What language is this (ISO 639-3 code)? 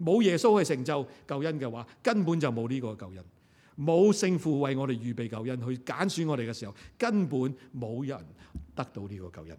yue